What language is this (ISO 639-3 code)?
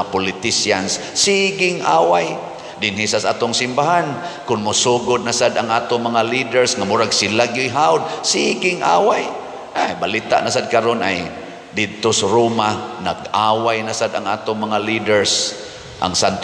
ceb